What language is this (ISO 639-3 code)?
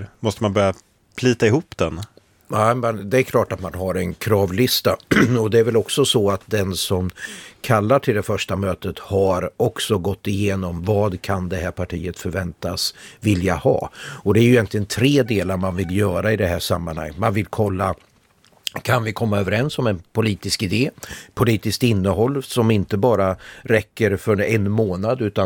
swe